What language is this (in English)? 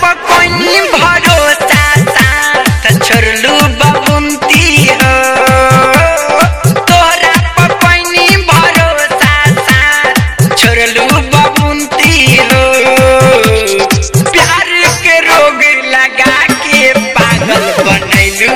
Bhojpuri